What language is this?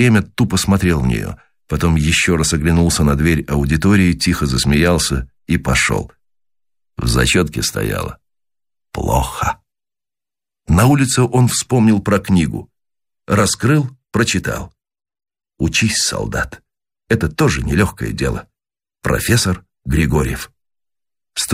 Russian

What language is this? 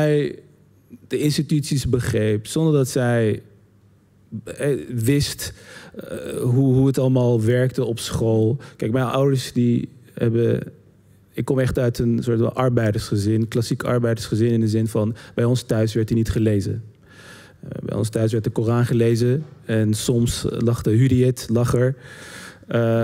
Dutch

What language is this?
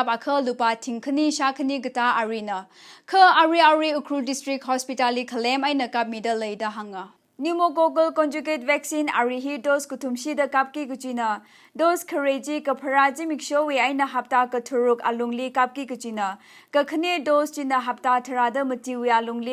Tangkhul Naga (India)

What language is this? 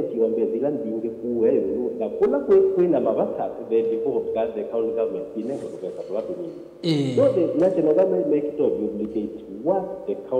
Kamba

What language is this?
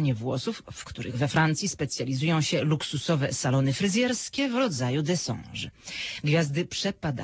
Polish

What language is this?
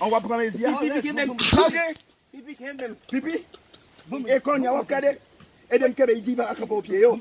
Haitian Creole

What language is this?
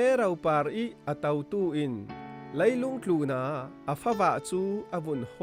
Falam Chin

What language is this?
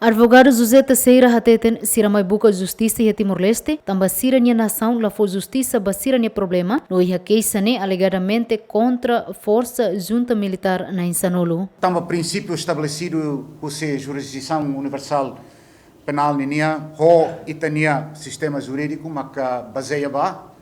Tetum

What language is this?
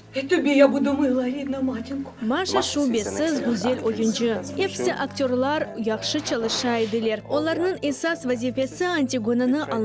Crimean Tatar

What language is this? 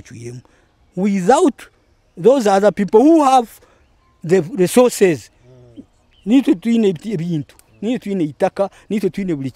Nyoro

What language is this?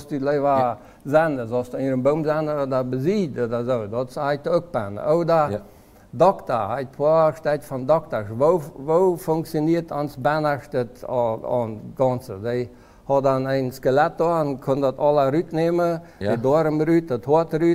Plautdietsch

